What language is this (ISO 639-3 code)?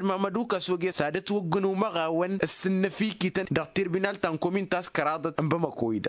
taq